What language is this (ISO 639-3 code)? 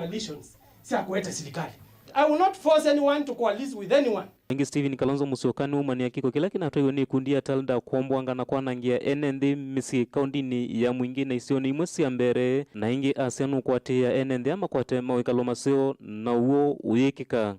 kam